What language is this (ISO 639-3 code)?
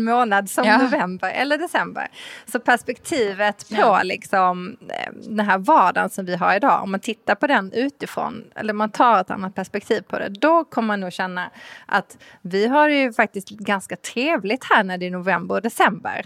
swe